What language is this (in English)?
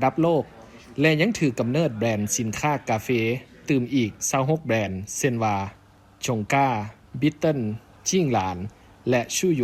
Lao